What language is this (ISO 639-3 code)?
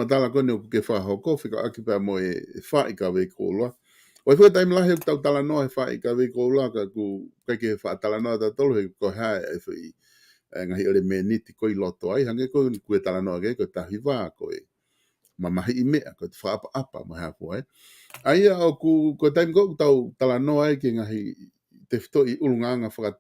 ton